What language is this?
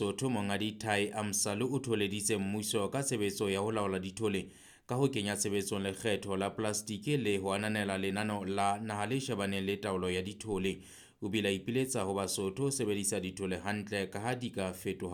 Southern Sotho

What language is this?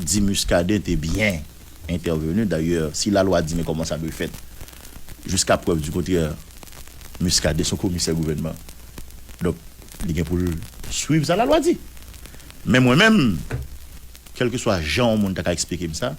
Haitian Creole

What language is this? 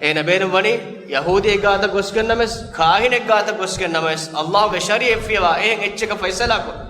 Divehi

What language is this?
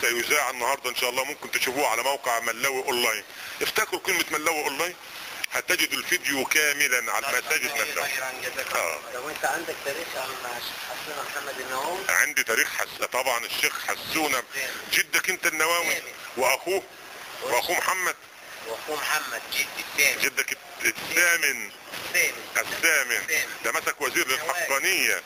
Egyptian Arabic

